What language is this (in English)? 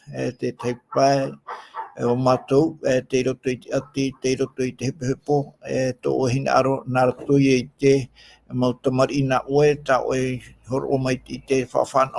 Tahitian